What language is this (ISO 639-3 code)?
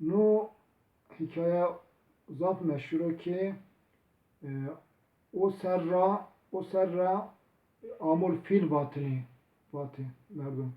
zza